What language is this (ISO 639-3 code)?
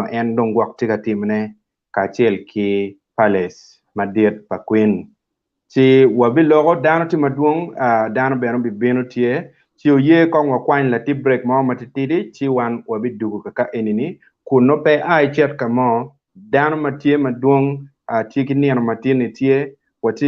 ach